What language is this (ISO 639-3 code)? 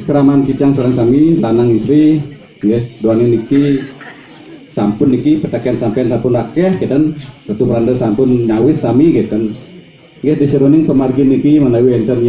ban